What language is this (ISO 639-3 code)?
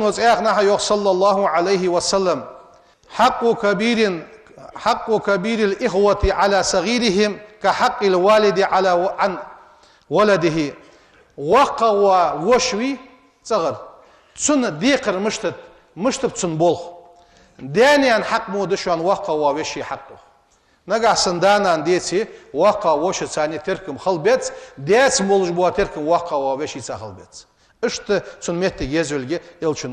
inh